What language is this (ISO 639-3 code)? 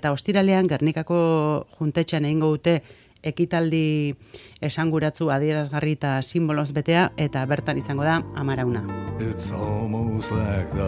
eus